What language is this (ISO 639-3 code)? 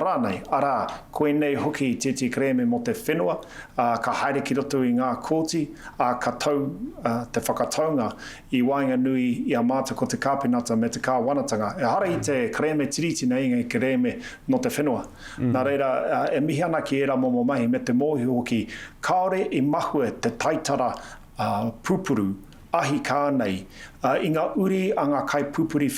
mri